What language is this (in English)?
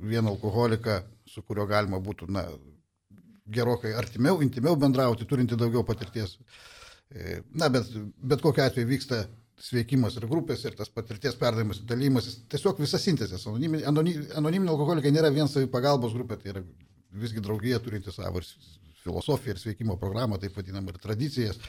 Lithuanian